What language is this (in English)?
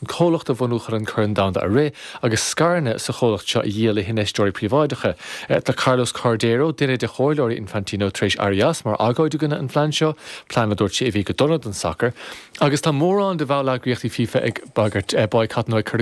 Irish